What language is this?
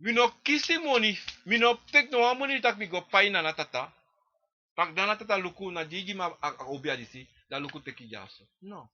Sranan Tongo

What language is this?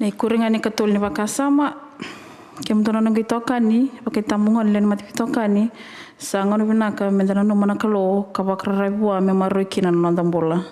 Fijian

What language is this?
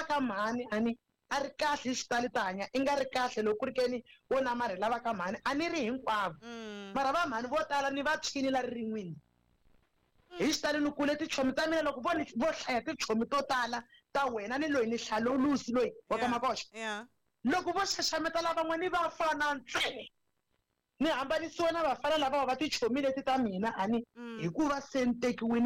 Tsonga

